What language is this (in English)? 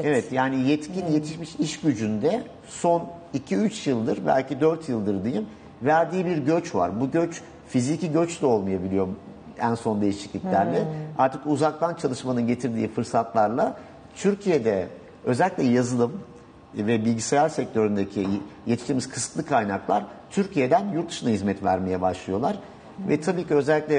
Turkish